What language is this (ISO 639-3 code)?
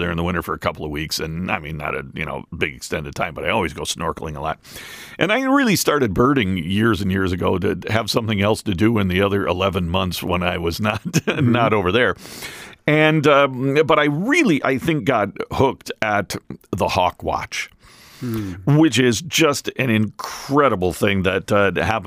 eng